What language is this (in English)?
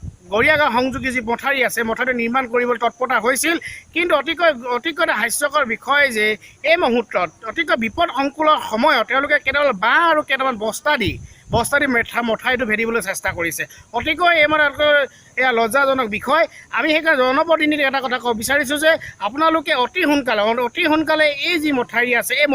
Assamese